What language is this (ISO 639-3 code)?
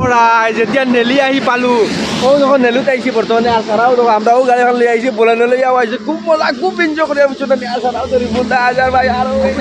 syl